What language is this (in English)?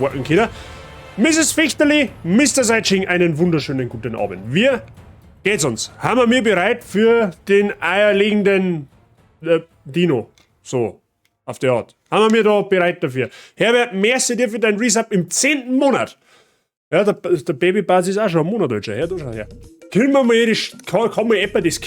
Bavarian